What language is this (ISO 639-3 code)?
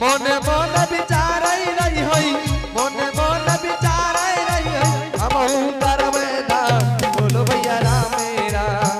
anp